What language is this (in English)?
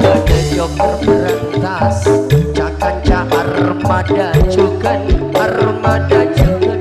Madurese